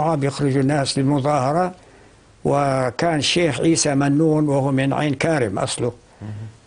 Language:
North Levantine Arabic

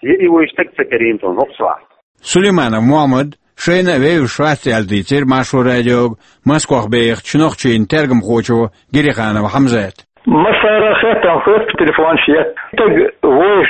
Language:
Chechen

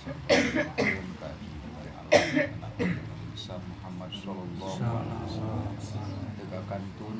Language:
Sundanese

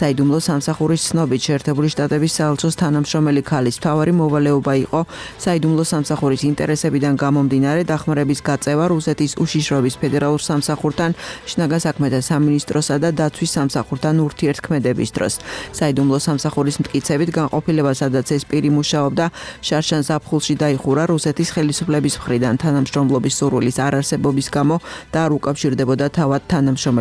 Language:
Georgian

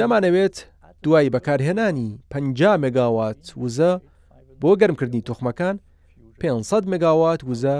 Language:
Central Kurdish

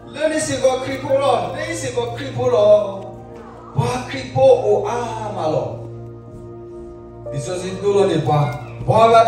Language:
S'gaw Karen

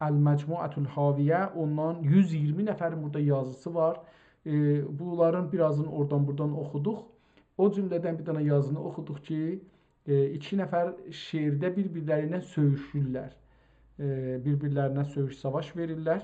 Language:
South Azerbaijani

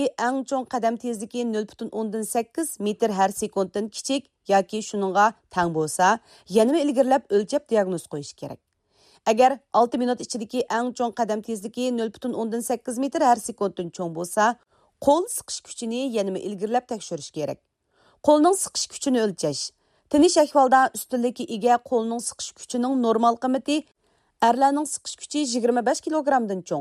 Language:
Uyghur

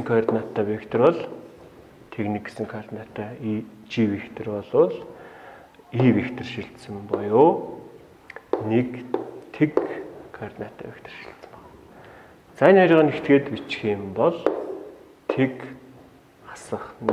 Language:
Mongolian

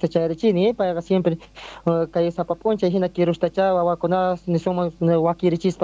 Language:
South Bolivian Quechua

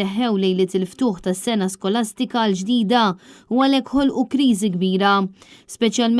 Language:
Maltese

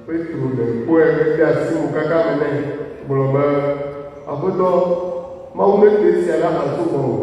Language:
Ewe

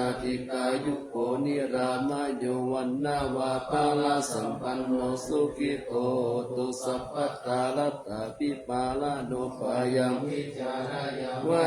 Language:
Pali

